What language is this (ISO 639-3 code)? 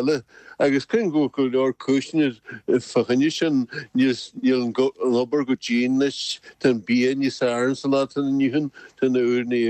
gle